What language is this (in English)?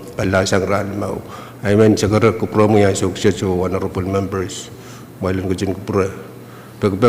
Pohnpeian